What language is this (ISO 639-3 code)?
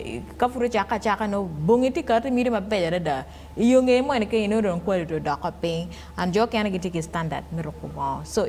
ach